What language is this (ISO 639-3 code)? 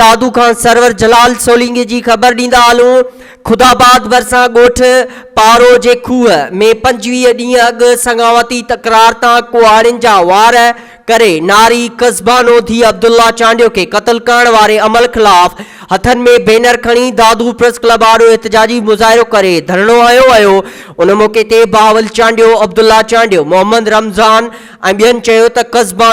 snd